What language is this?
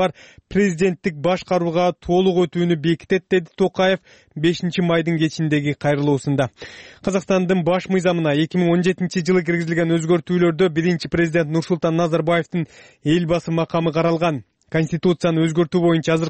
Kyrgyz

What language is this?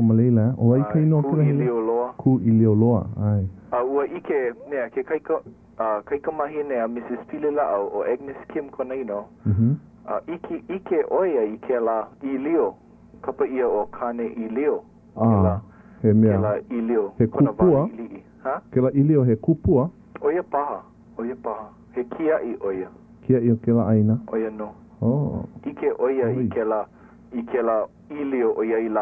Hawaiian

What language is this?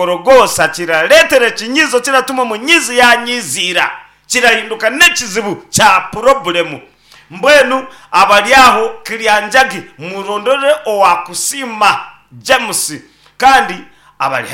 Nyankole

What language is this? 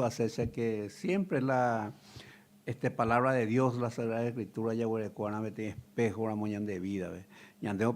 Guarani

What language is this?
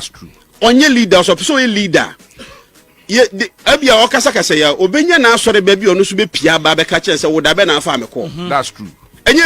Akan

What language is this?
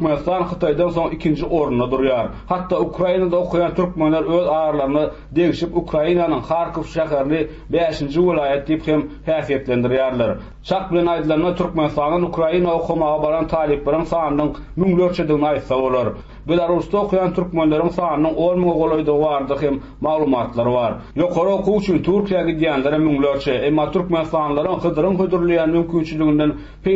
Turkmen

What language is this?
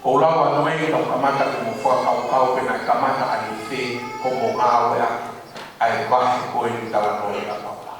Tongan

